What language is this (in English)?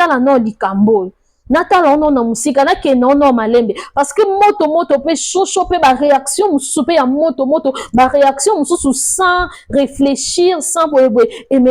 Lingala